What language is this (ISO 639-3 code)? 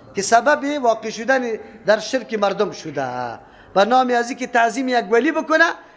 fas